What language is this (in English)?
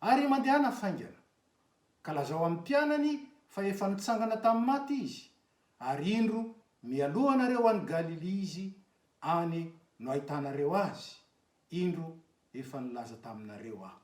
Malagasy